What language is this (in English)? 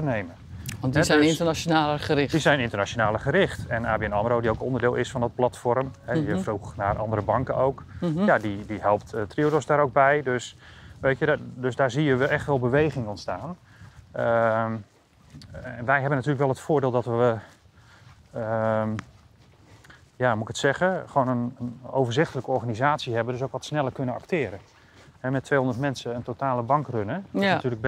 Dutch